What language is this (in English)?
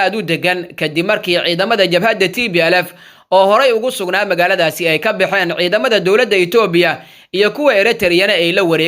Somali